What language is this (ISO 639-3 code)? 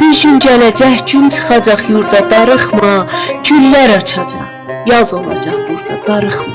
azb